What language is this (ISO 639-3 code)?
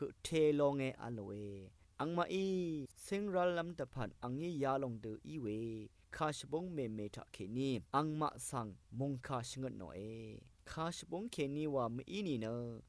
raw